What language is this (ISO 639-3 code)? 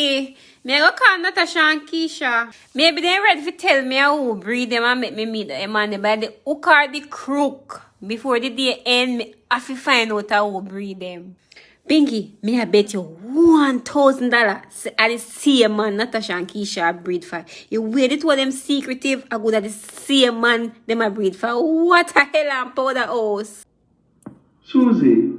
jam